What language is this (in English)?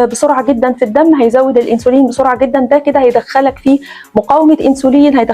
Egyptian Arabic